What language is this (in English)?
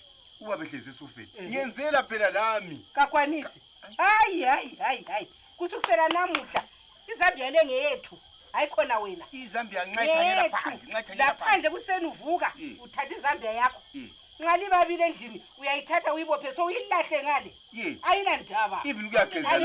North Ndebele